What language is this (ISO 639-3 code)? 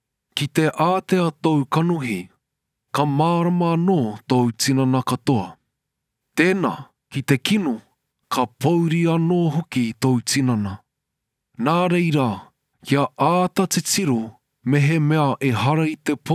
mri